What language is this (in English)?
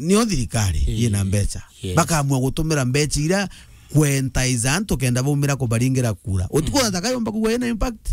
Meru